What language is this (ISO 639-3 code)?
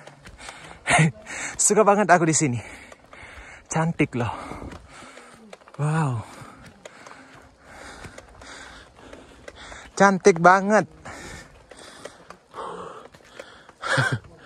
ind